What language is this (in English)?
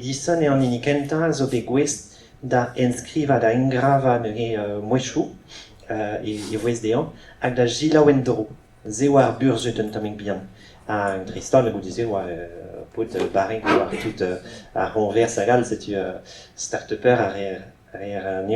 Breton